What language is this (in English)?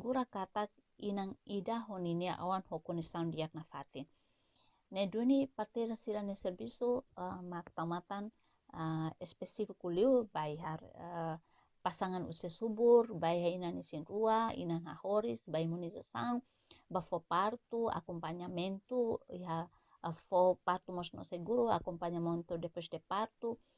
Tetum